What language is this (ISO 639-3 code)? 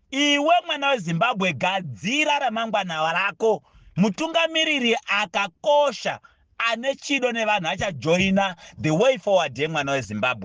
sna